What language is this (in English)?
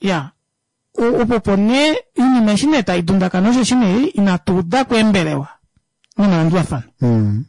Kuanyama